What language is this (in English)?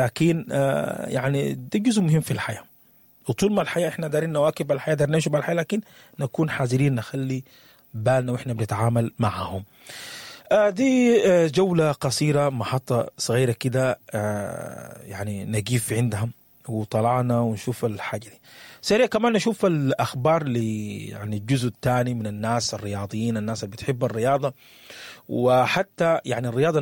Sudanese Arabic